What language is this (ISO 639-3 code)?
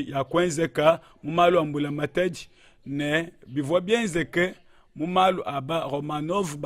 lua